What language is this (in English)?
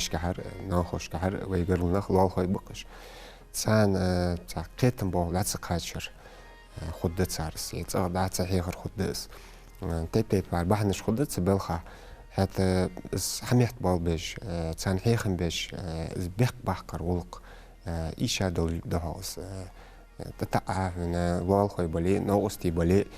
Ingush